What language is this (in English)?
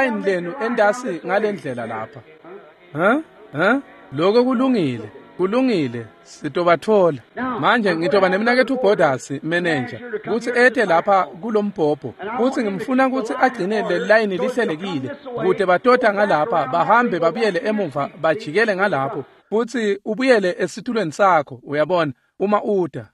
Swati